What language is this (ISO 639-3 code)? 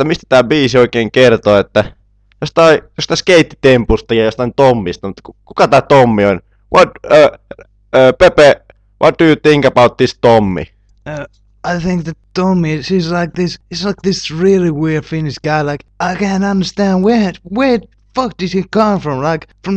fin